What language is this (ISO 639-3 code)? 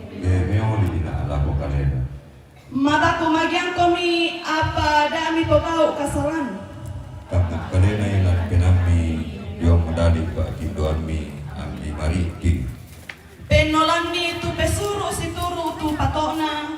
sda